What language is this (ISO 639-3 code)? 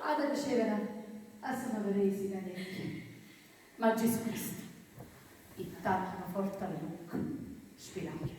nap